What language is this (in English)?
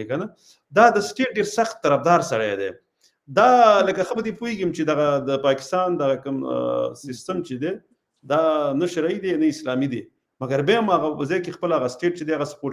Pashto